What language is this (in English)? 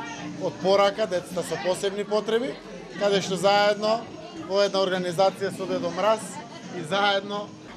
Macedonian